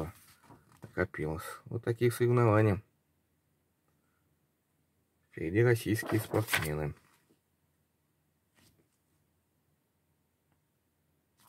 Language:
Russian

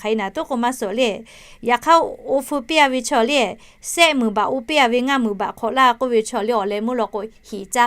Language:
Lahu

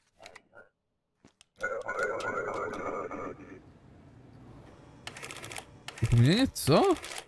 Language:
Polish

